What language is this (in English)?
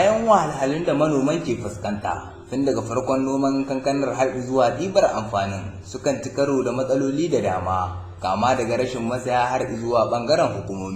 Hausa